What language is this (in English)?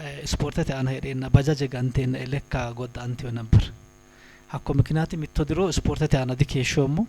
Sidamo